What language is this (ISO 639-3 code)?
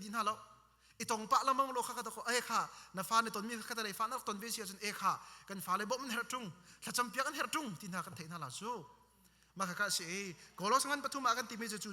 cnh